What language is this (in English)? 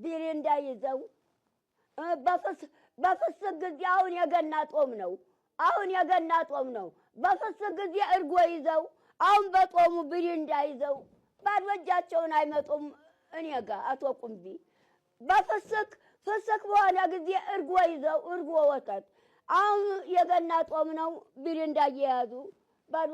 Amharic